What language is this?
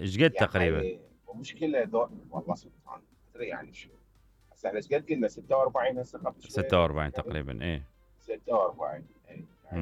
Mesopotamian Arabic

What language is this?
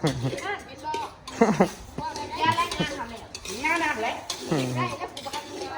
Northeastern Thai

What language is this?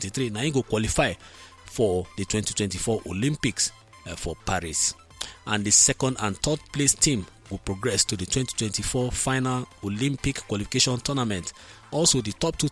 Nigerian Pidgin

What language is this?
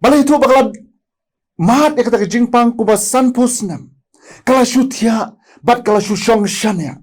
Khasi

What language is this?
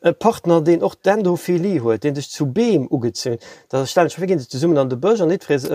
Luxembourgish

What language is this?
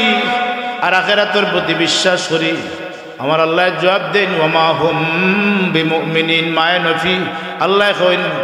Sylheti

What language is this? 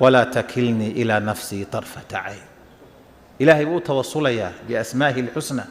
Somali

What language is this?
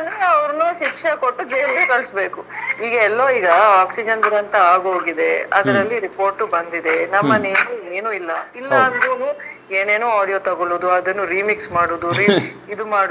Kannada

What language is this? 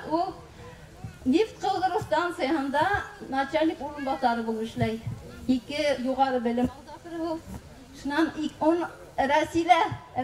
Bashkir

